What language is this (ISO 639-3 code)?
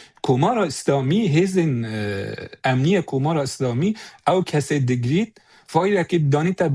kur